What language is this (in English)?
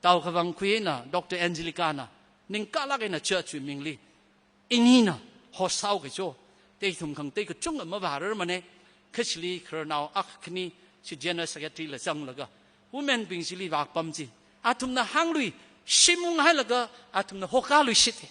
Tangkhul Naga (India)